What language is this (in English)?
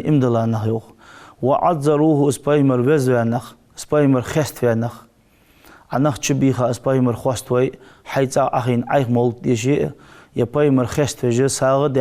Ingush